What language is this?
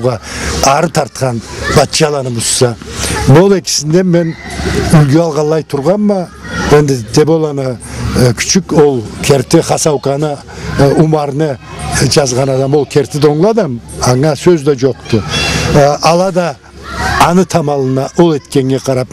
Karachay-Balkar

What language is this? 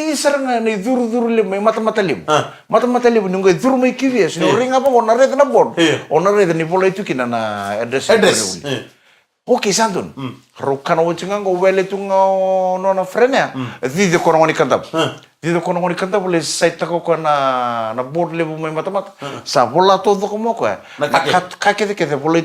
Fijian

